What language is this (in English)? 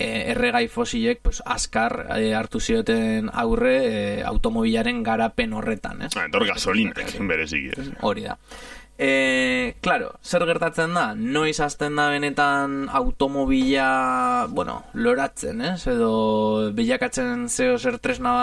Basque